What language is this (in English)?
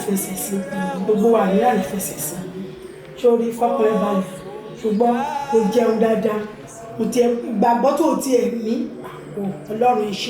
Yoruba